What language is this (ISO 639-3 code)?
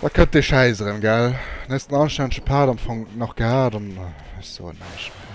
ltz